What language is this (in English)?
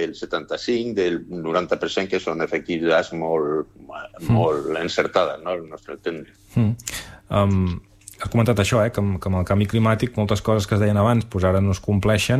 Catalan